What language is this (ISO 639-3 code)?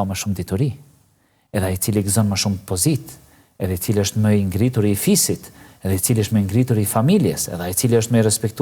sqi